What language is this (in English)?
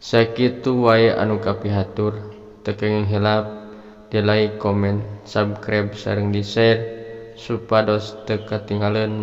Sundanese